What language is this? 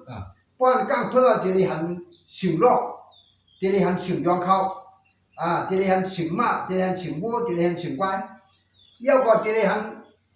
Shan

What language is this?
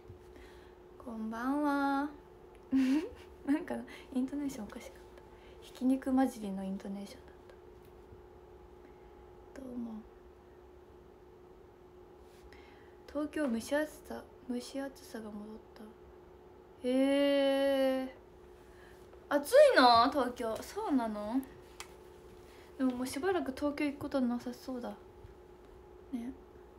Japanese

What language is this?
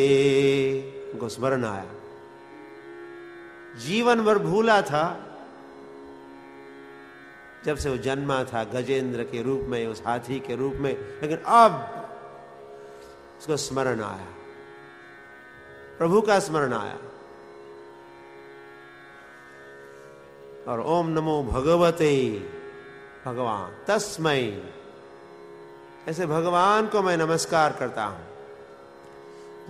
Hindi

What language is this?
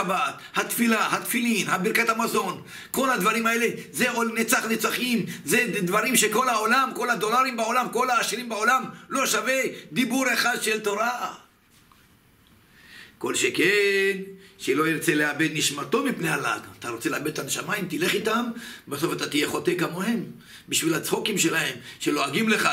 Hebrew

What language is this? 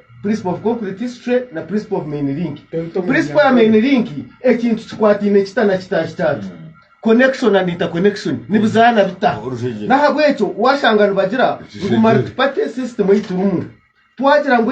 Nyankole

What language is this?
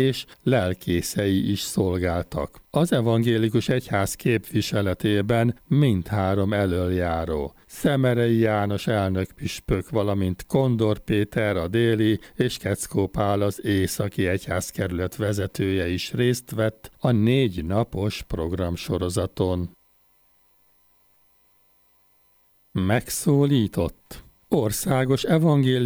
Hungarian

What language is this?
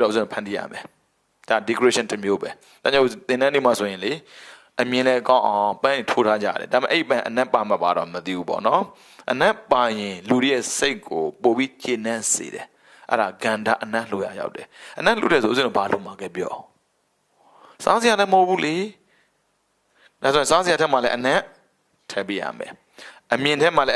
Burmese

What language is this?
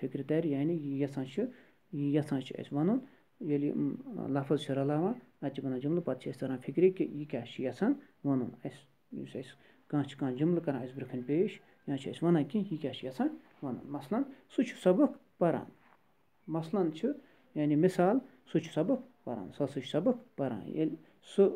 Kashmiri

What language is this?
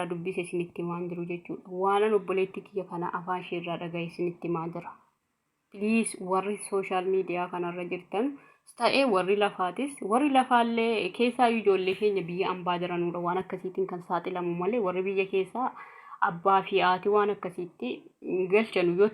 Oromo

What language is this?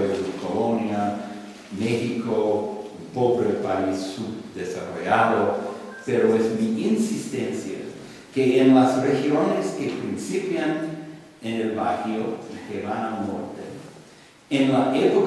Spanish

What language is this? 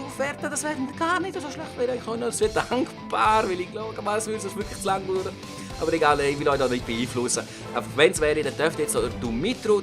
Swiss German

